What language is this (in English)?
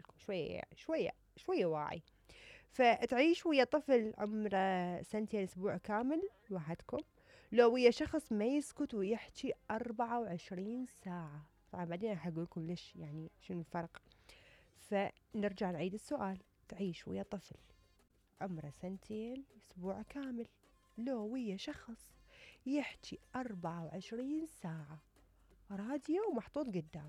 Mesopotamian Arabic